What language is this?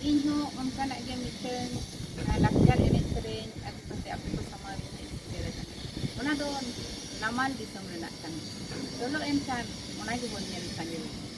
Santali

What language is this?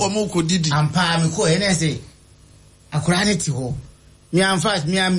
Akan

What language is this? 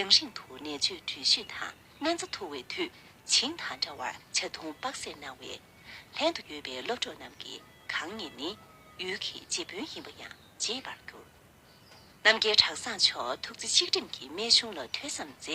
Tibetan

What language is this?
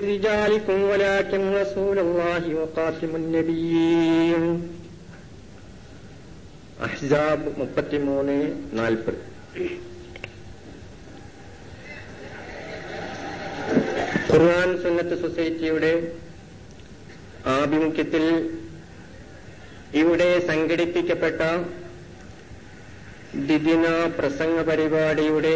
Malayalam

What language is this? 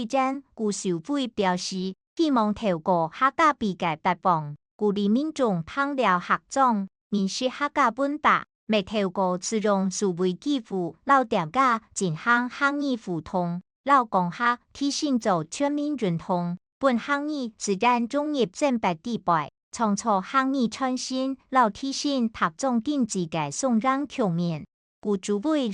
Hakka Chinese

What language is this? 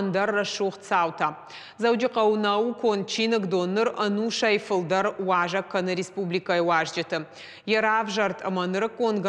Ossetic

